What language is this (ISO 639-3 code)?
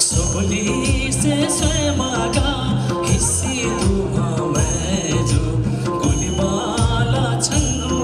new